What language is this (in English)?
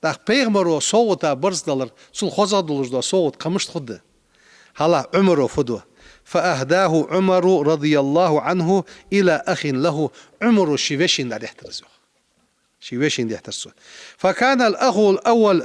Ingush